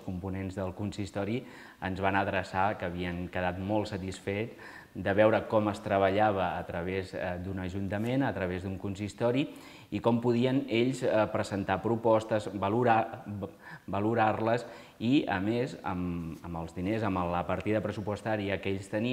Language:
Catalan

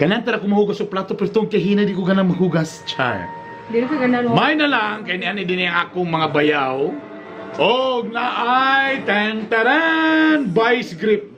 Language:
Cebuano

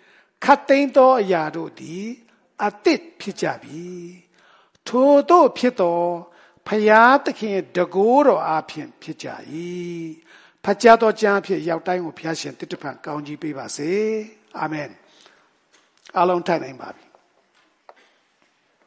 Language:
Burmese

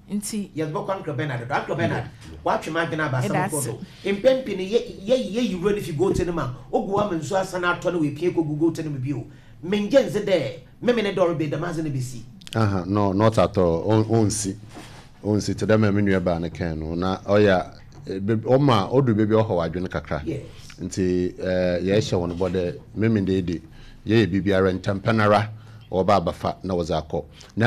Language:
Akan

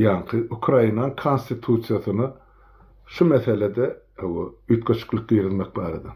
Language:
Turkmen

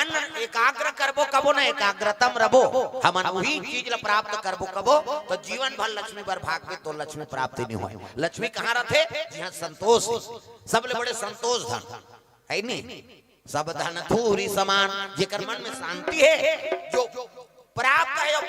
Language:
Chhattisgarhi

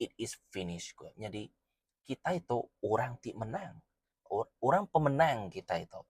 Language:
Iban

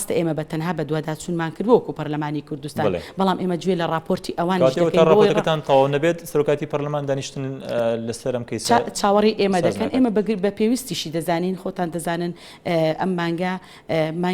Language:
Central Kurdish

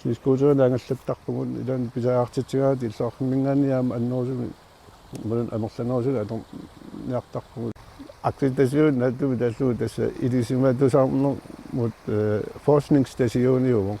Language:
Kalaallisut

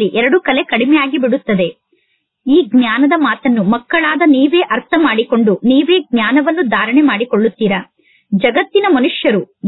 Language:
Kannada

